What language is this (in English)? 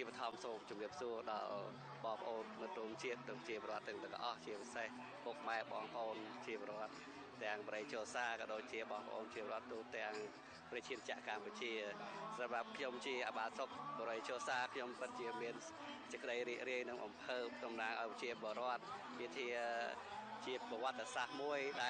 Khmer